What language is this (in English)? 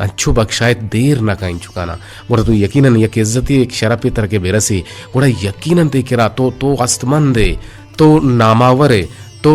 Eastern Balochi